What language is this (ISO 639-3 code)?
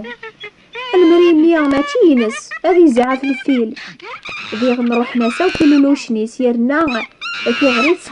kab